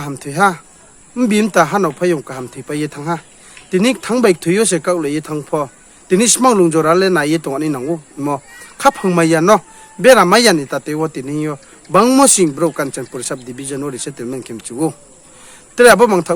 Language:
Riang (India)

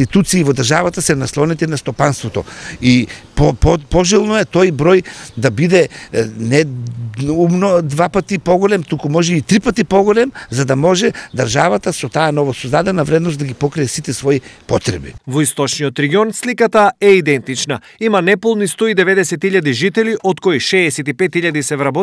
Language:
Macedonian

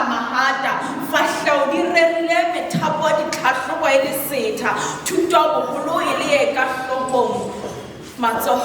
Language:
Southern Sotho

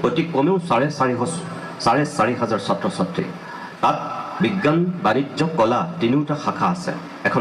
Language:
Assamese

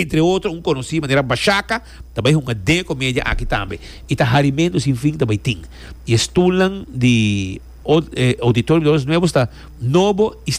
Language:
Papiamento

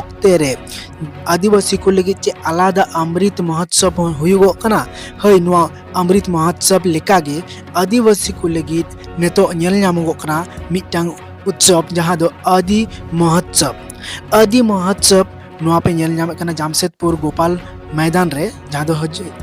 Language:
Santali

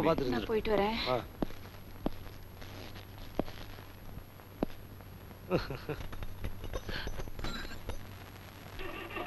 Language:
Tamil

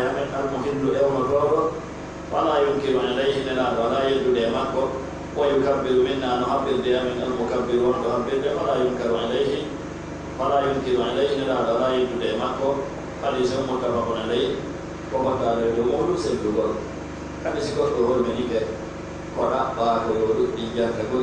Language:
Pular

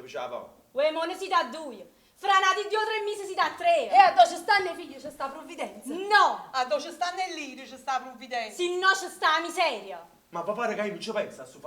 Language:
Neapolitan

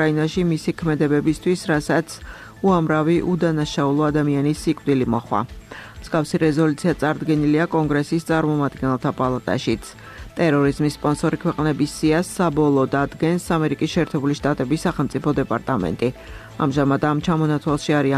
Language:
Georgian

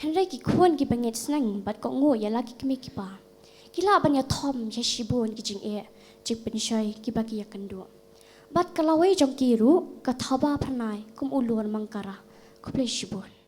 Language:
Khasi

